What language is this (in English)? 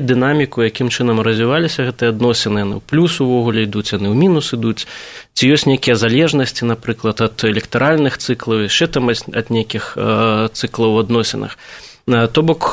Belarusian